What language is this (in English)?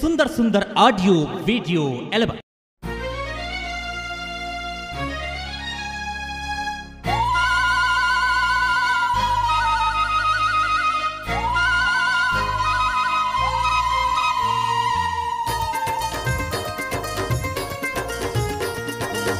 Chhattisgarhi